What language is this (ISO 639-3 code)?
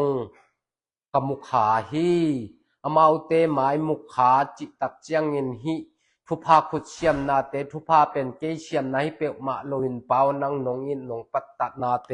ctd